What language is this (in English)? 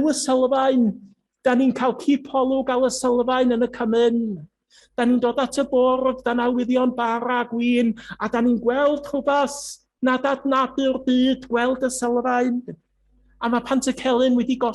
Welsh